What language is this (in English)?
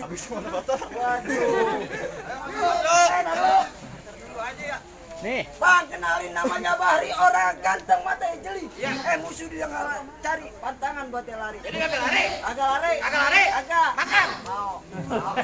Betawi